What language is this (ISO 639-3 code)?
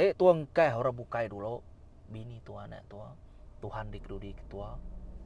iba